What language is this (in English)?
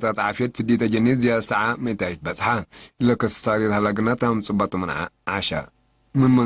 Tigre